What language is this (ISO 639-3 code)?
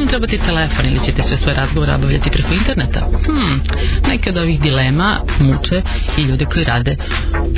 srp